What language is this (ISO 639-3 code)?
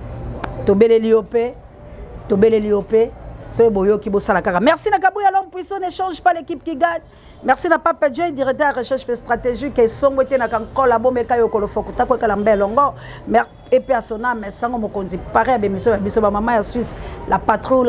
lin